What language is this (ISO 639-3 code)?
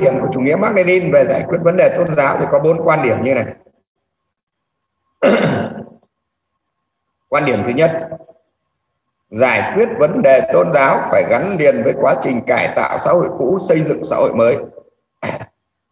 vie